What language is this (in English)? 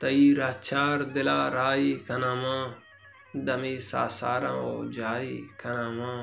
Baluchi